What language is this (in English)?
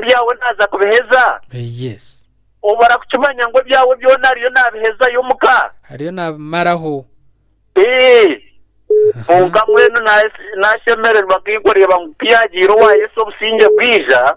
Nyankole